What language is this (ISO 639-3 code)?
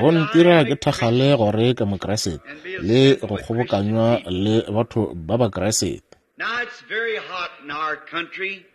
nso